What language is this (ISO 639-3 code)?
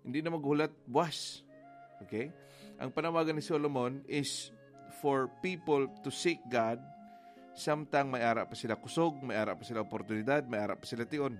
hil